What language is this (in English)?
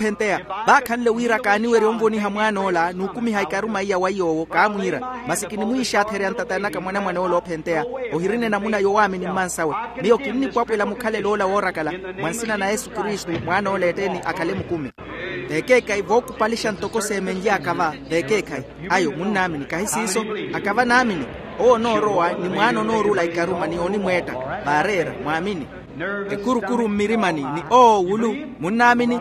Makhuwa